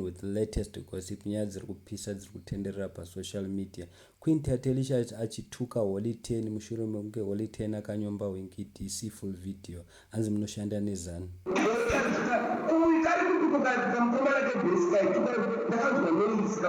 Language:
Shona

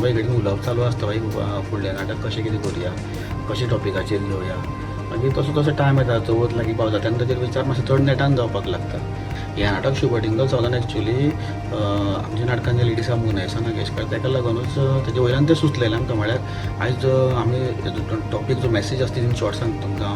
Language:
Konkani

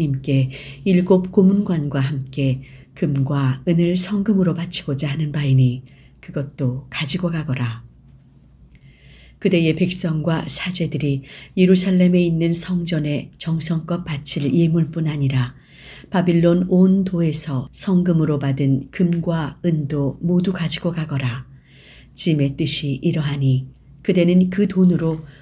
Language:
Korean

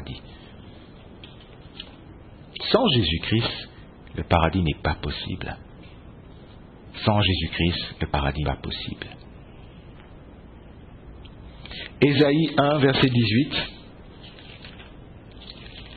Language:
French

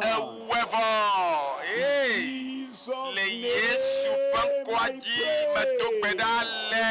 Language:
Ewe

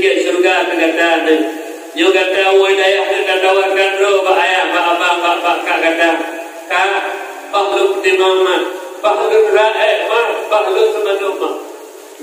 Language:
Achinese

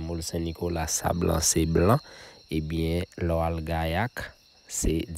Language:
Haitian Creole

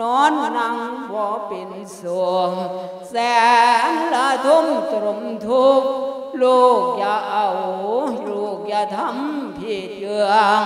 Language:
Lao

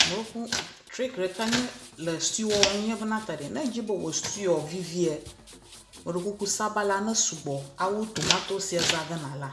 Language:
Ewe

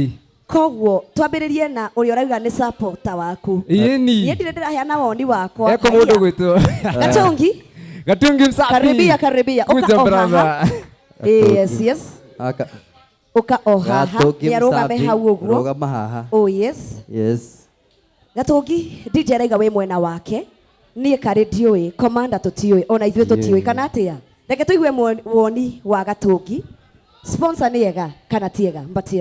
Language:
Kikuyu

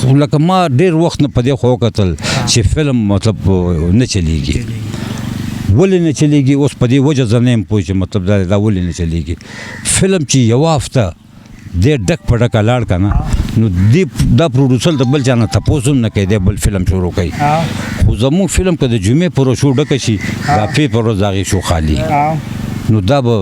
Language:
Pashto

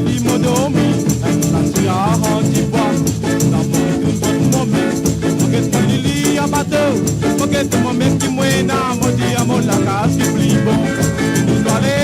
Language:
Morisyen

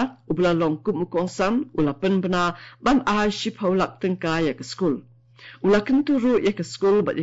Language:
Khasi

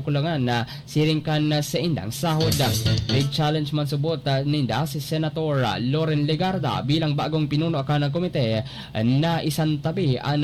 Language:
Bikol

